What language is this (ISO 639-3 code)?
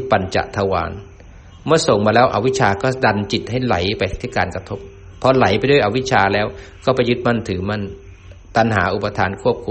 tha